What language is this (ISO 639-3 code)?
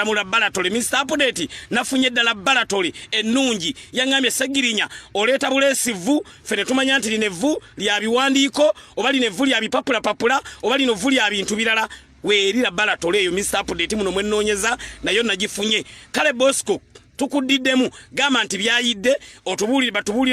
lug